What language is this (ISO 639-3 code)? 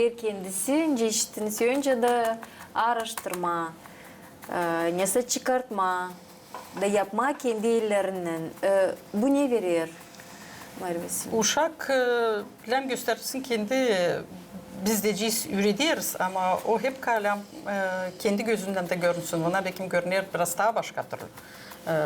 gag